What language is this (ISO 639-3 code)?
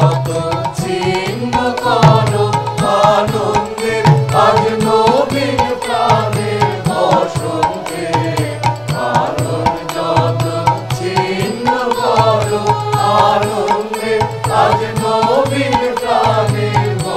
ben